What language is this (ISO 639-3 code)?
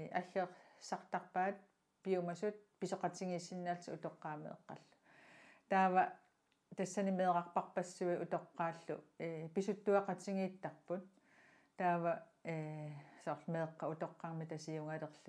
kal